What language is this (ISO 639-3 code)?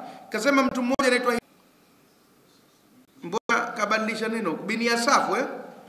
swa